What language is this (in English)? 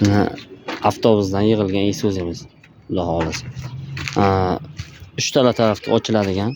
Uzbek